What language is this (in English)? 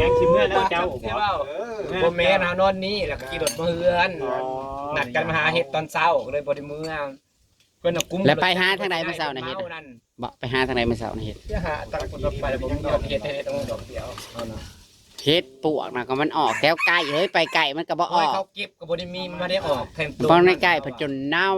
Northeastern Thai